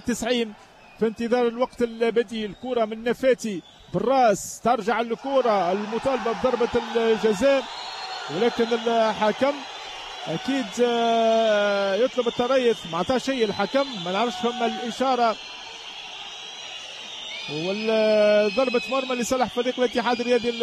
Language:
Tunisian Arabic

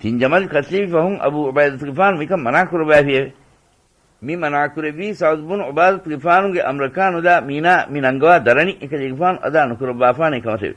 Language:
Divehi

